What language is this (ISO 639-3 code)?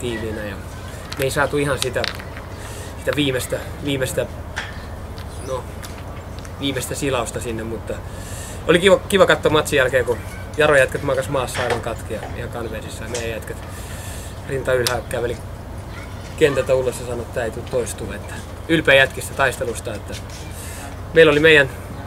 fin